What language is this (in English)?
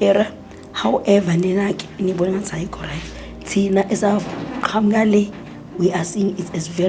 Zulu